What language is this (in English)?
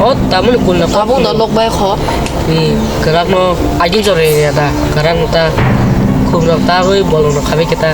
Kok Borok